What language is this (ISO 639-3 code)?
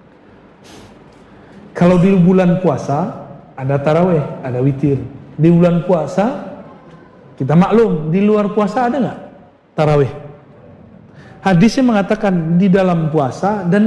ind